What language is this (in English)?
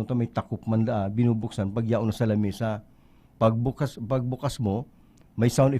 Bikol